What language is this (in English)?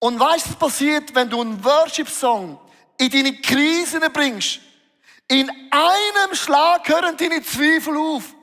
Swiss German